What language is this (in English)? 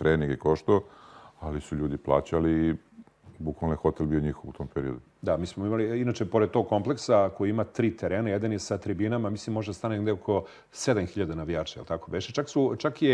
Serbian